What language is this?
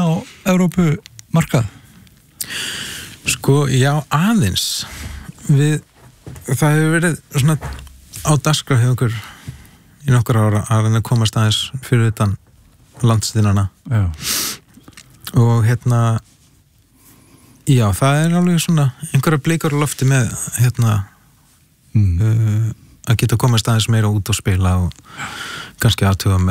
Icelandic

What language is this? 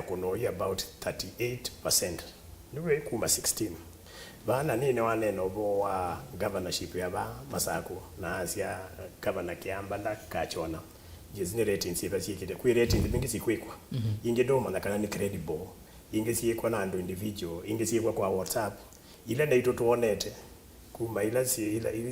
Kamba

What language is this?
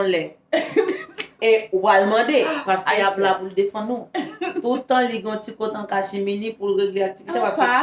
Haitian Creole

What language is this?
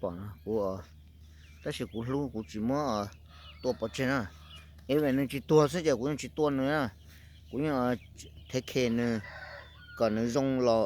Hmong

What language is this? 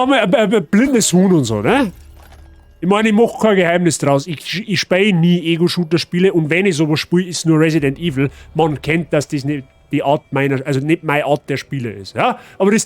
Bavarian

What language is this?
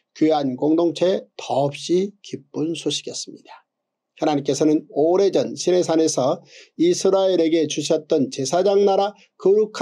Korean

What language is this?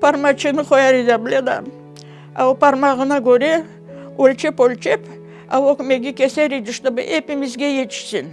Crimean Tatar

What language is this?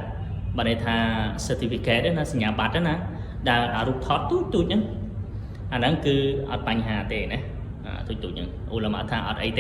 Khmer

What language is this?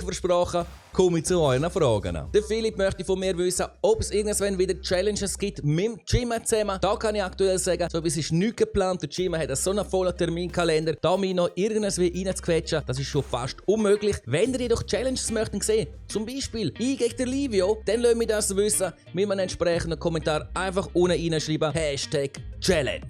Swiss German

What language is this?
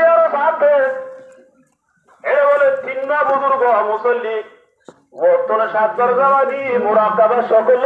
Bangla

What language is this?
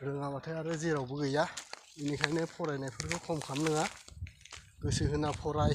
Bodo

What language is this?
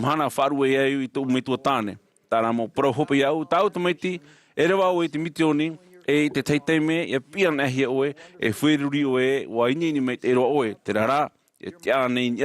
Tahitian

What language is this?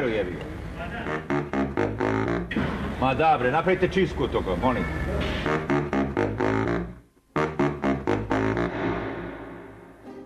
Serbian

